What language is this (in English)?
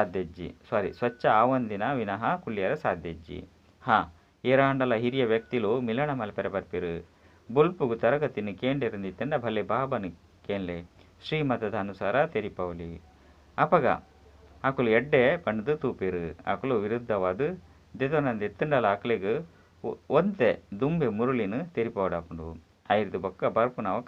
Tulu